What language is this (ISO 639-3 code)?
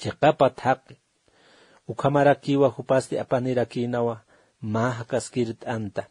aym